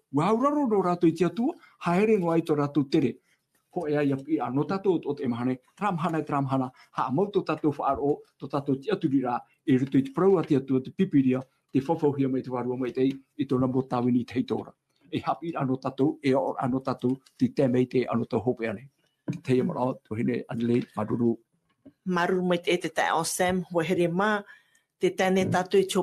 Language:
Tahitian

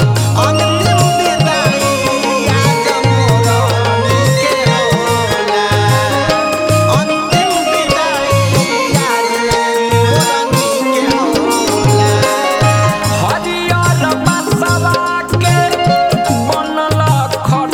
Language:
Bhojpuri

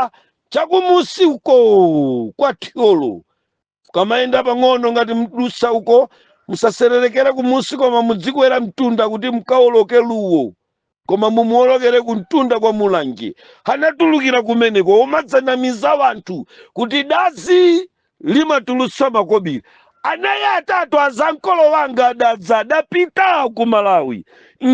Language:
Nyanja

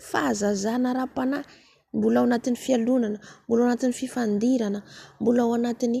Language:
Malagasy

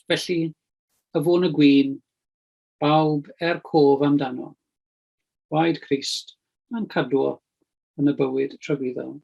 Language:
Welsh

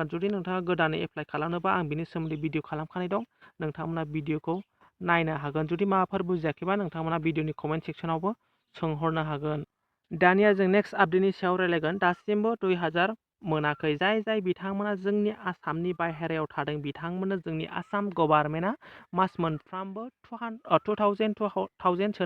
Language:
Bodo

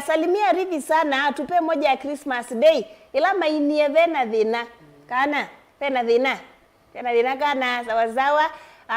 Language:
Kamba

